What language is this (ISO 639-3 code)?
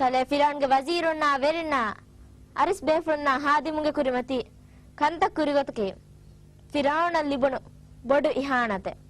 div